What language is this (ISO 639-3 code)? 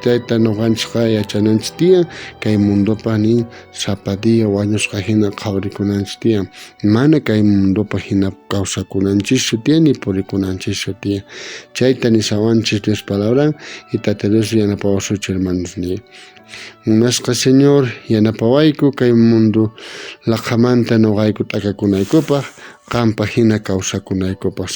quh